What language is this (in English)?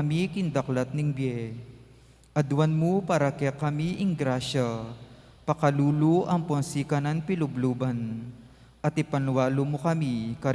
Pampanga